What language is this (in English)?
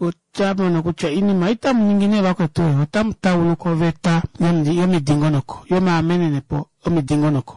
Kuanyama